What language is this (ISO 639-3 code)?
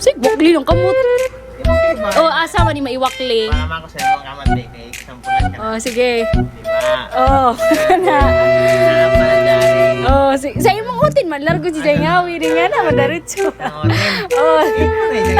ceb